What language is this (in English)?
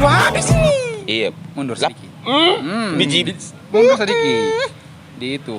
Ambonese Malay